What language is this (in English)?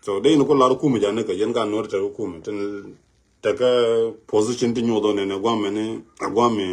Nuer